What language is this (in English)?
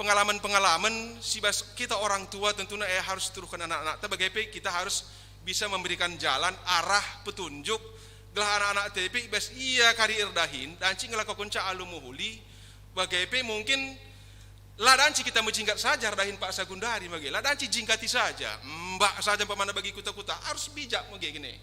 Batak Karo